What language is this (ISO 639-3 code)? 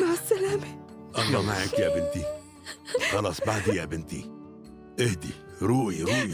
apc